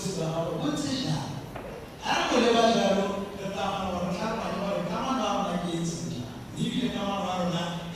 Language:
Tswana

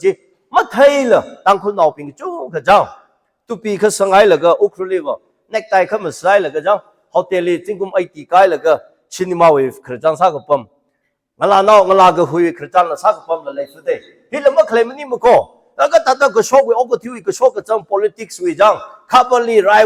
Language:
Tangkhul Naga (India)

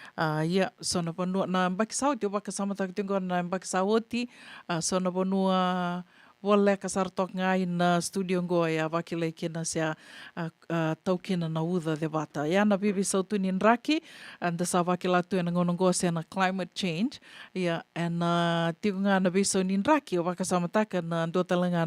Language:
Fijian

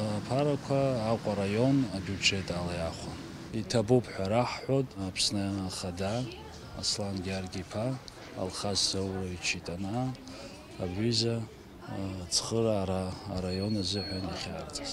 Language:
Abkhazian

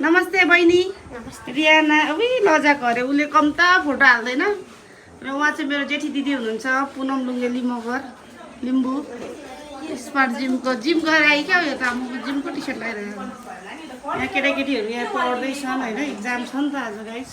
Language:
Nepali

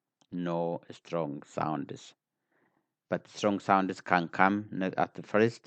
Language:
English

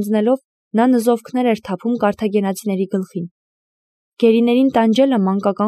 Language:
Armenian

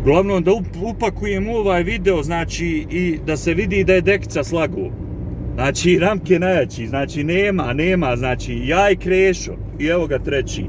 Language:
Bosnian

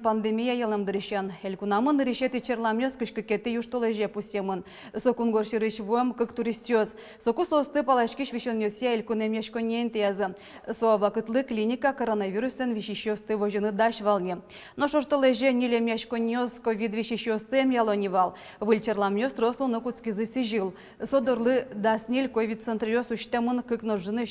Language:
Udmurt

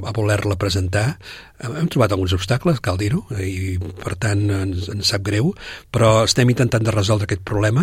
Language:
Catalan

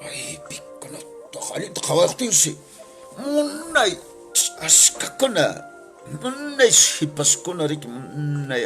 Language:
Quechua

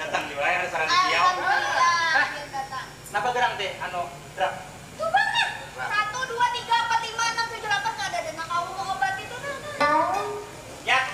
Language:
Banjar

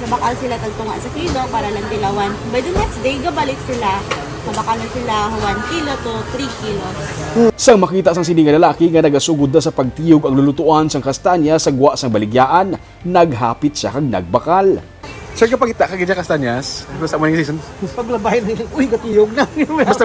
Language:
Hiligaynon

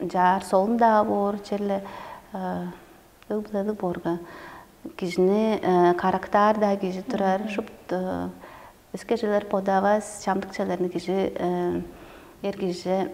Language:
Tuvinian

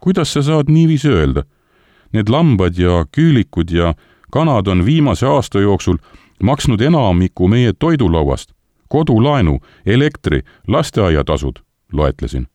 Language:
Estonian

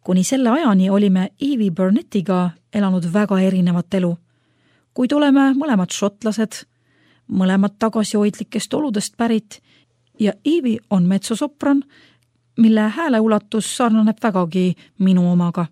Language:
Estonian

